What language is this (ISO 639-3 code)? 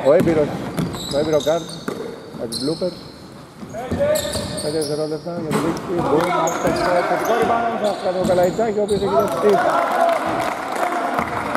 ell